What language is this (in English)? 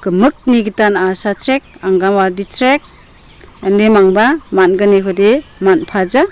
Garo